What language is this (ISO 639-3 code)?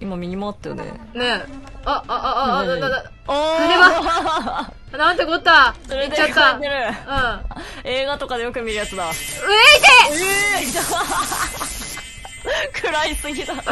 jpn